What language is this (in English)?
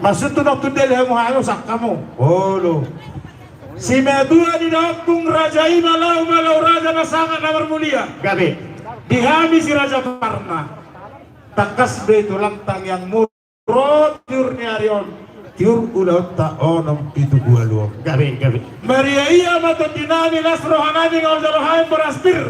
Batak Toba